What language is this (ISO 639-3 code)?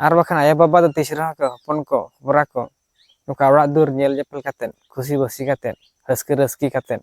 sat